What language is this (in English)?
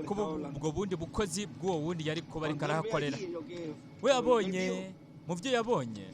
Rundi